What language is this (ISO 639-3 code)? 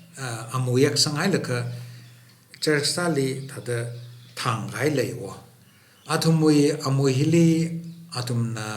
nmf